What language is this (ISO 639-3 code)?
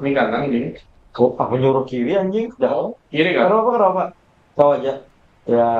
bjn